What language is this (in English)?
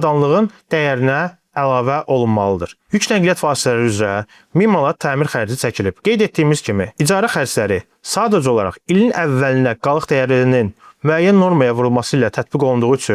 Azerbaijani